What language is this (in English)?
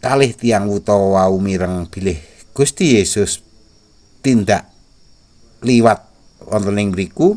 Javanese